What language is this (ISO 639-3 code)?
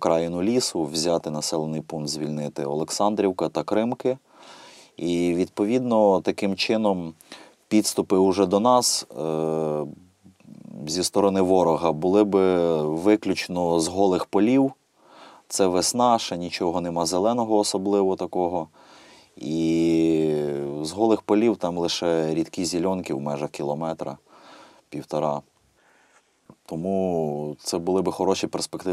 ukr